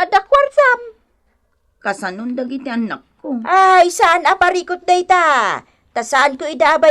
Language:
Iloko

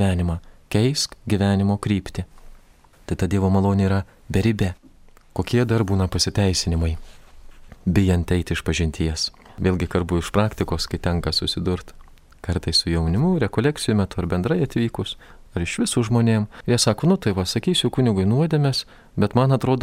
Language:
Lithuanian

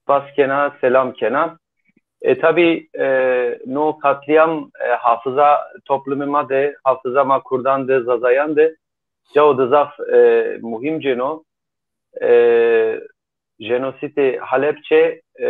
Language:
Zaza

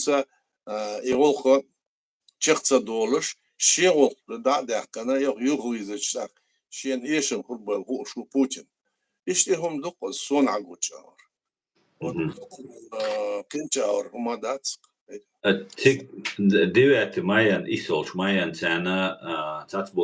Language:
Chechen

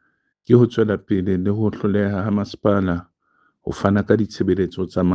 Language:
Southern Sotho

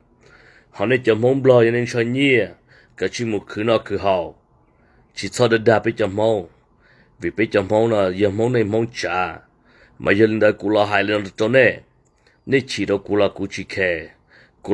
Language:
Hmong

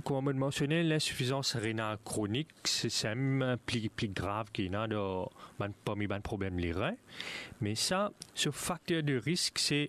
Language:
Morisyen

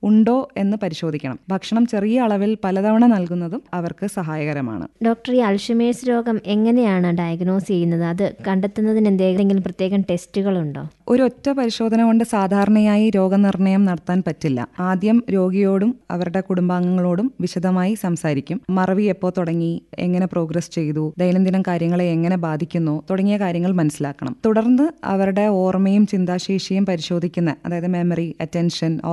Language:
Malayalam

